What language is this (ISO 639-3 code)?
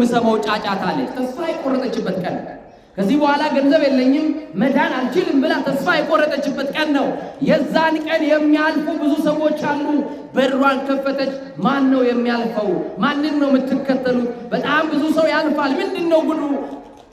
amh